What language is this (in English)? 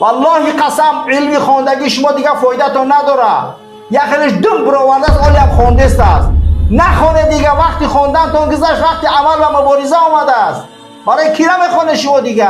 Persian